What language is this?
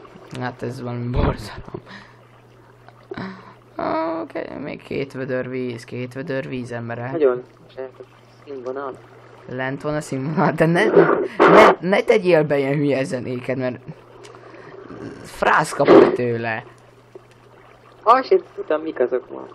Hungarian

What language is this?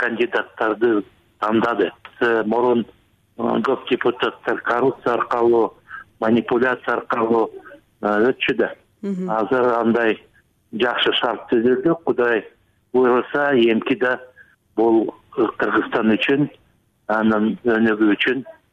Kyrgyz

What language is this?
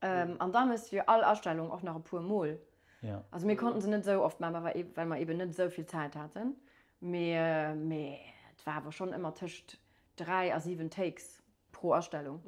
Luxembourgish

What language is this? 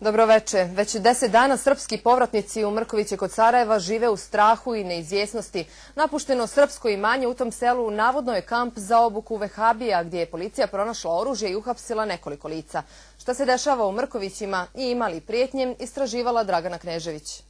Bosnian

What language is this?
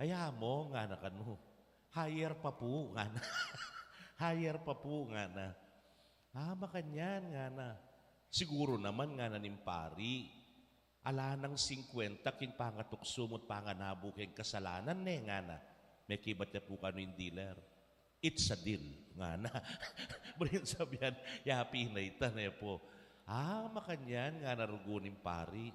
Pampanga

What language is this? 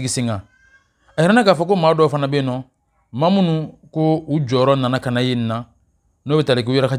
Bambara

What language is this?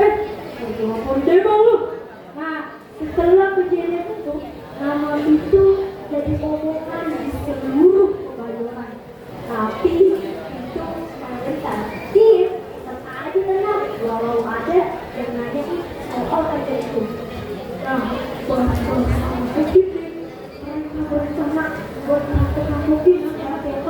Betawi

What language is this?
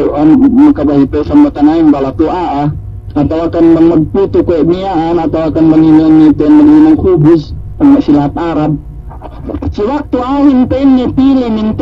Yakan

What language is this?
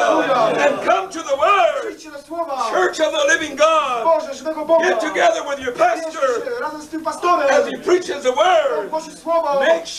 Polish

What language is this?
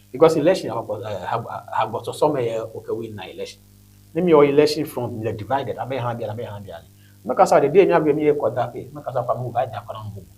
Ewe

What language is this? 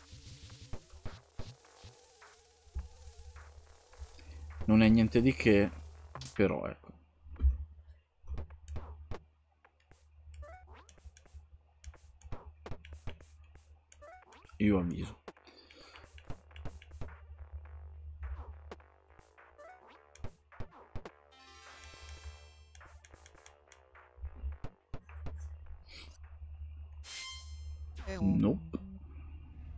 Italian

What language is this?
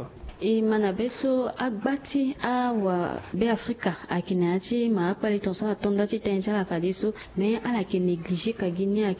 Sango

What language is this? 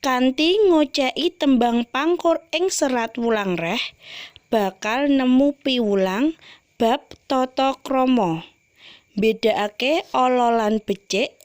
Javanese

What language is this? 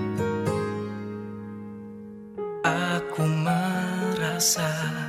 Indonesian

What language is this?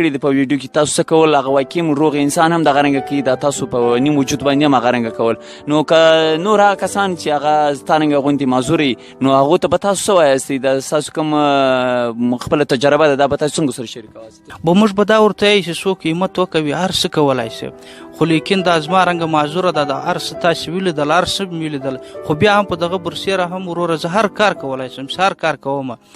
Pashto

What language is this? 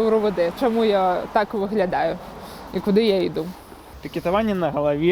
Belarusian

